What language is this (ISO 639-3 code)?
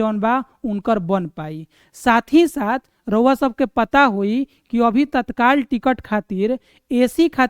bho